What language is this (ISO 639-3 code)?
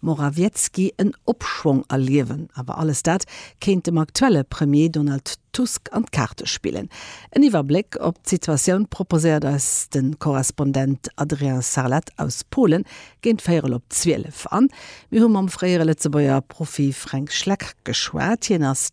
ltz